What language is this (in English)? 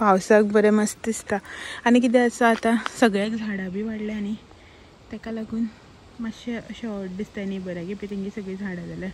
Konkani